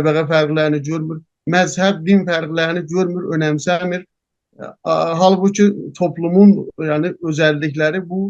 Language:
South Azerbaijani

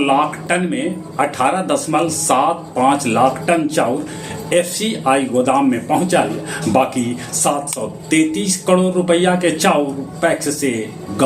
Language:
Magahi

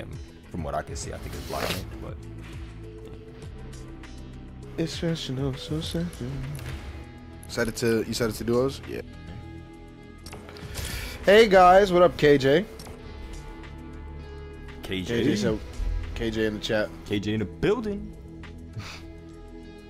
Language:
English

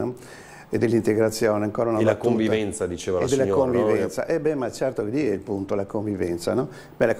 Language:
Italian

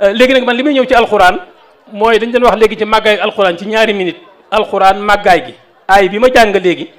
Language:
Wolof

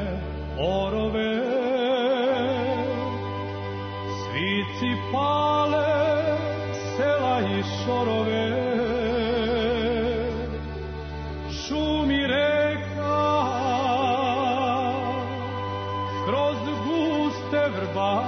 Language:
Serbian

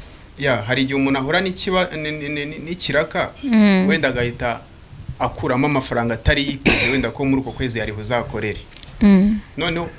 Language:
Kinyarwanda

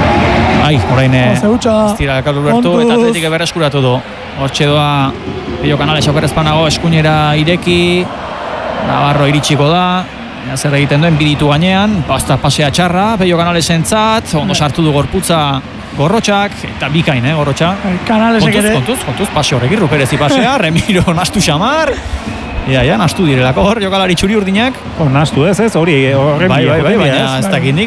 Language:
Basque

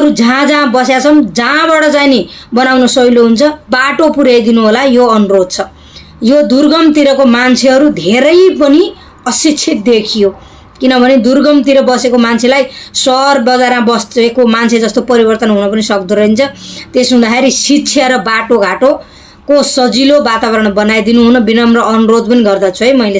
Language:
Nepali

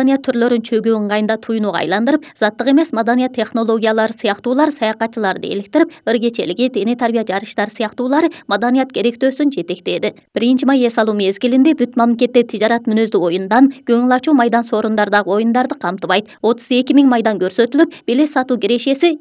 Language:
Kyrgyz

